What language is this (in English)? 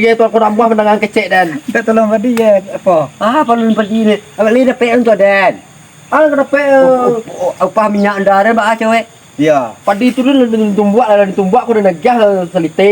Minangkabau